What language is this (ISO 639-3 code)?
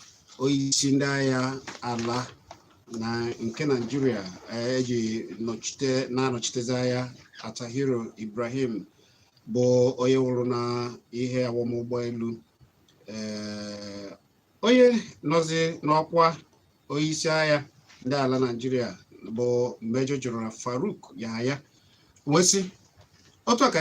ibo